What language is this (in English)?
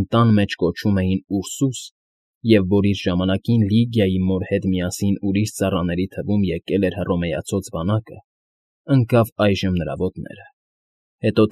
Armenian